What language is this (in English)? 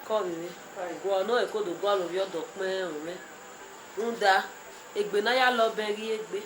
Bini